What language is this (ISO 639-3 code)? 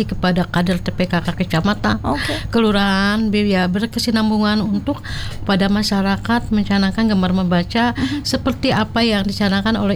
ind